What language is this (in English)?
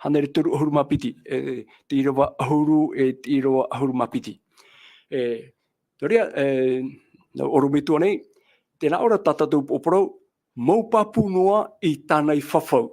Tahitian